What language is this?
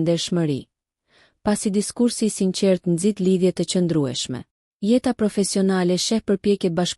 Albanian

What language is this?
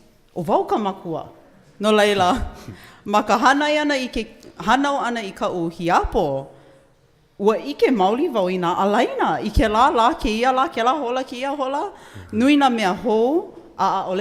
Hawaiian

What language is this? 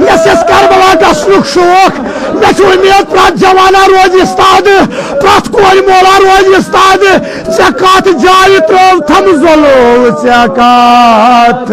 Kashmiri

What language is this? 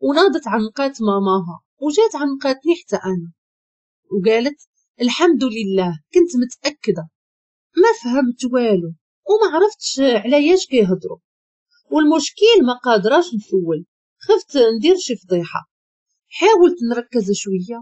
Moroccan Arabic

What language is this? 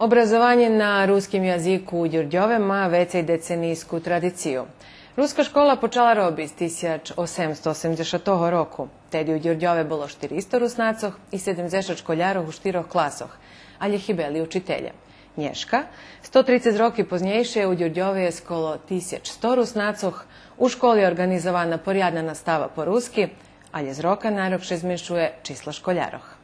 Rusyn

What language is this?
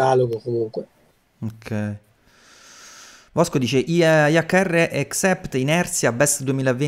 Italian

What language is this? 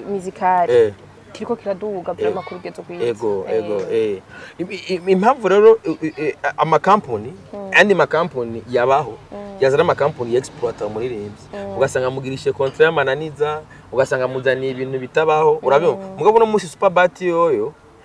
Rundi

